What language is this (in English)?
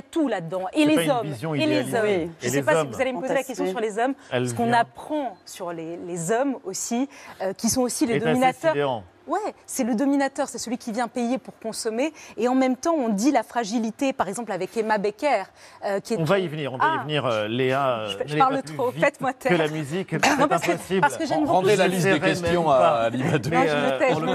French